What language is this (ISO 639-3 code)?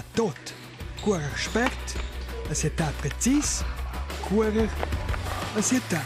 roh